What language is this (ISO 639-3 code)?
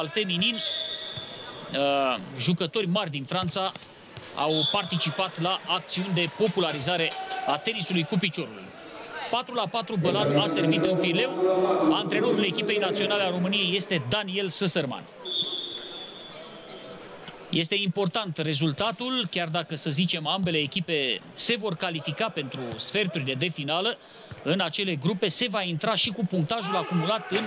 ron